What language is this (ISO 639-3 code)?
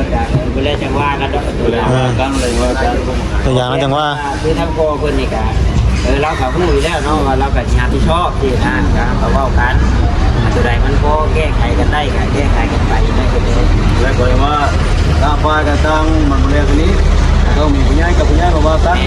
lao